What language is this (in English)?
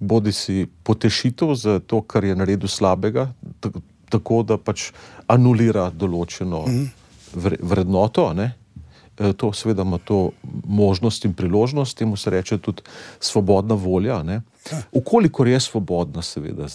Slovenian